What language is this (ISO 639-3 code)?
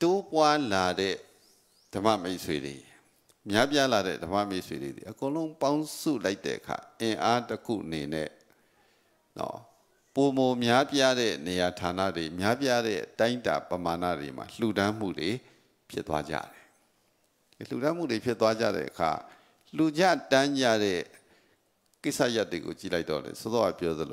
mya